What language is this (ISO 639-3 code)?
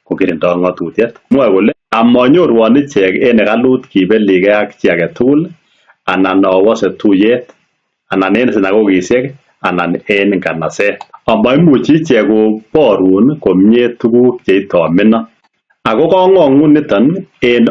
kln